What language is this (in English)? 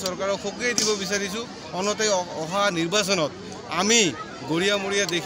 Assamese